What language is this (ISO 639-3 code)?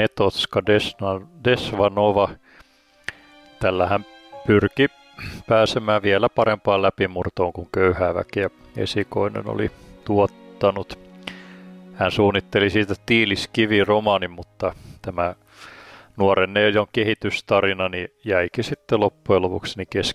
fin